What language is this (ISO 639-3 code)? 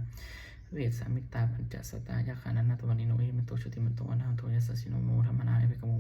pli